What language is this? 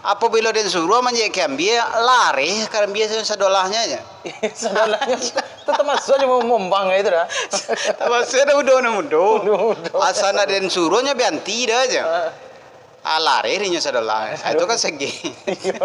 Minangkabau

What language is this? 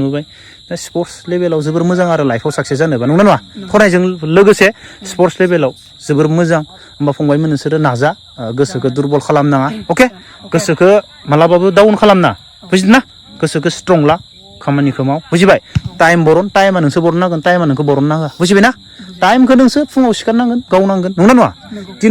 Bodo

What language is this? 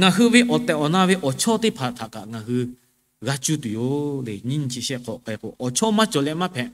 Lahu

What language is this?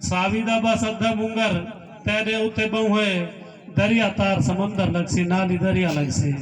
Saraiki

